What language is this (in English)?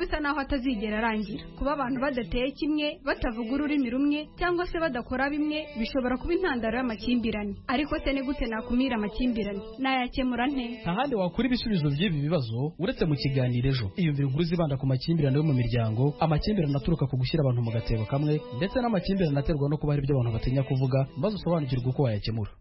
Kinyarwanda